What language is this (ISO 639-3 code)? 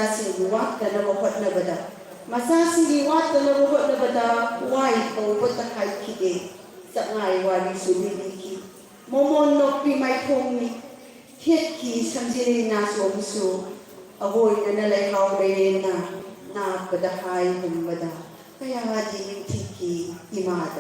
mni